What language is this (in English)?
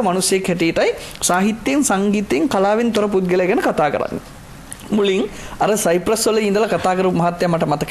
Sinhala